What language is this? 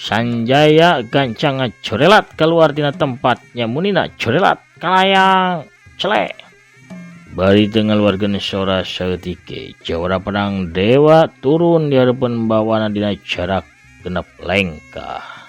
Sundanese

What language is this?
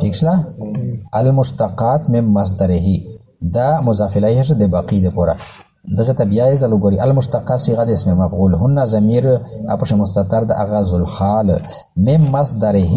Pashto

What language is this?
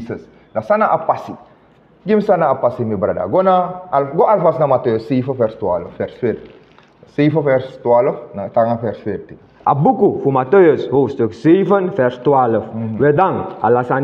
Sranan Tongo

